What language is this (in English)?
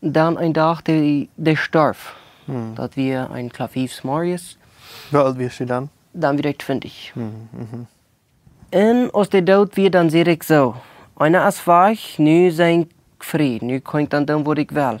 Plautdietsch